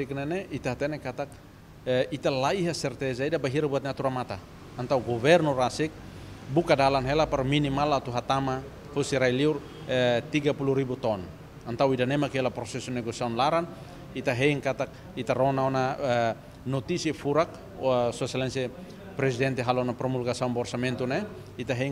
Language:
Tetum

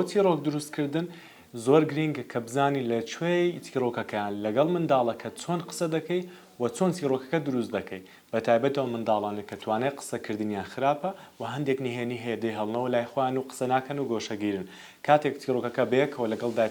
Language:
Central Kurdish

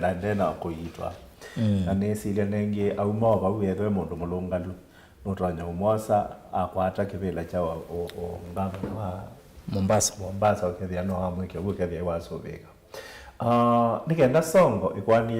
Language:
Kamba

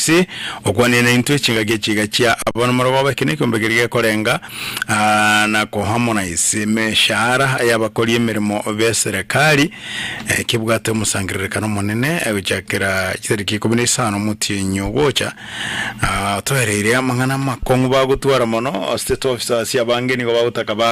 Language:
Gusii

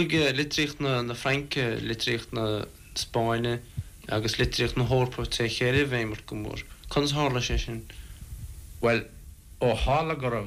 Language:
Irish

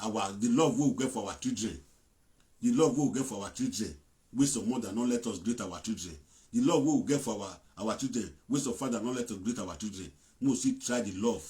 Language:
Nigerian Pidgin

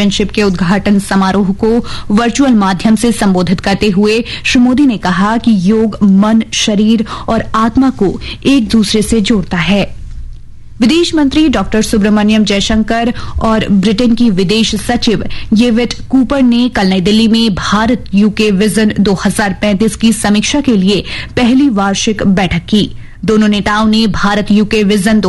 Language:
Hindi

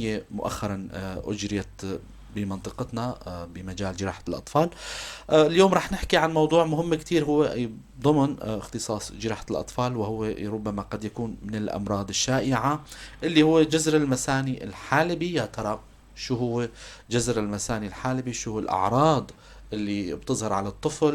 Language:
North Levantine Arabic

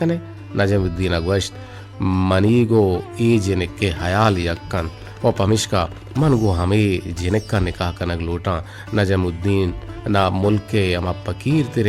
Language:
Baluchi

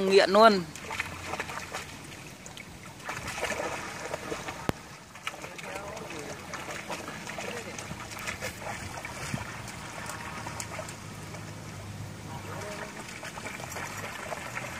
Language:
Vietnamese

